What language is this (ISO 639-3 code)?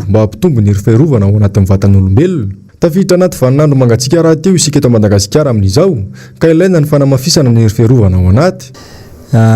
mlg